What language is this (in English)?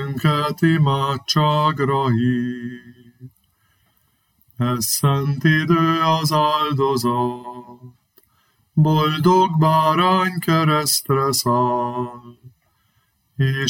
Hungarian